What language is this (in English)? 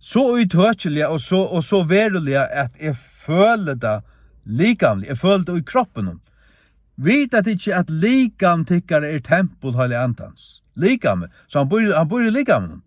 Faroese